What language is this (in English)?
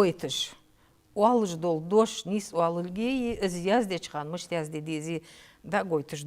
Ingush